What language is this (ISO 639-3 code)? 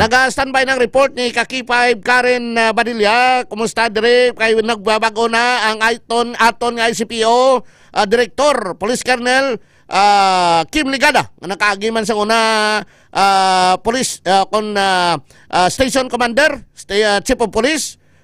hil